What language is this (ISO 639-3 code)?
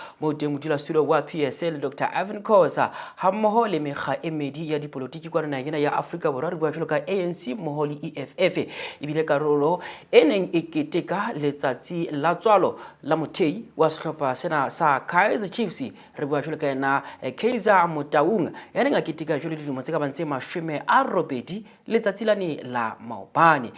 sot